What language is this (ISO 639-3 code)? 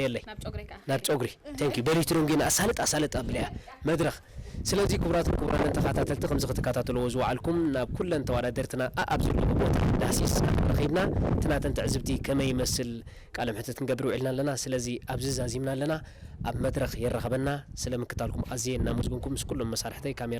tir